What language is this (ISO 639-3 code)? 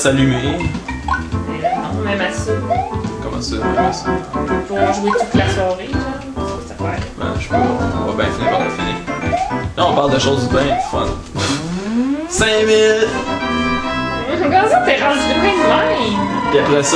fra